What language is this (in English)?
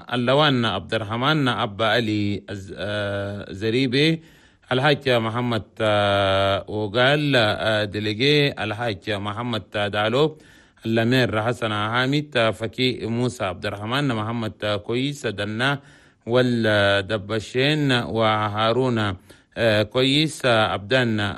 Chadian Arabic